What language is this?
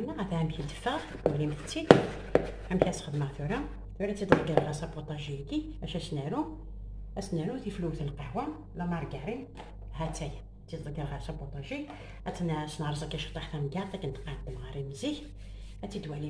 Kabyle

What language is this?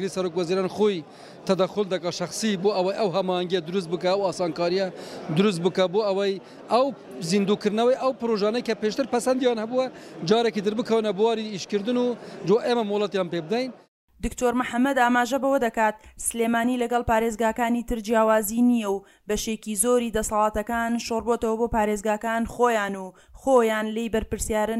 Central Kurdish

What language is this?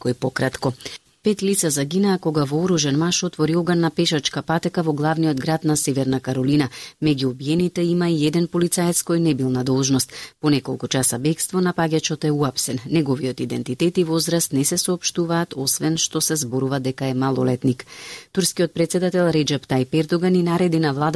Macedonian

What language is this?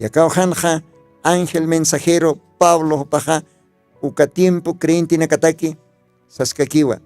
Aymara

